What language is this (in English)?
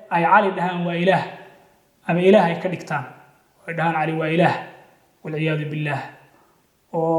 Somali